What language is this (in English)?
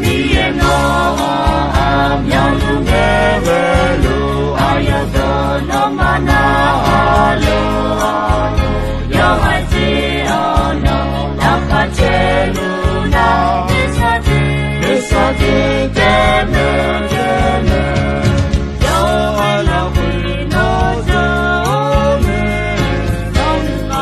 Akha